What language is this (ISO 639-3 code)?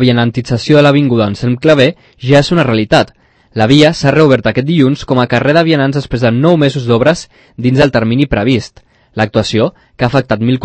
cat